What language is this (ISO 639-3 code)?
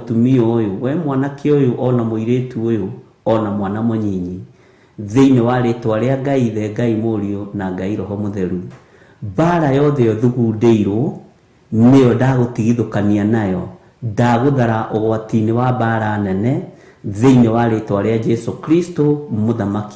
kik